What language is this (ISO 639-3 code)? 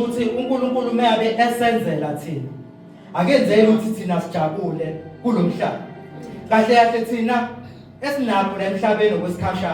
zul